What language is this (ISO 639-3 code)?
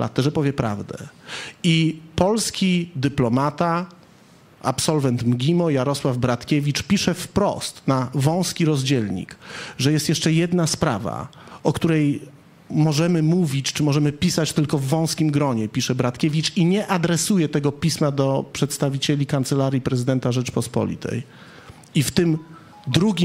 pol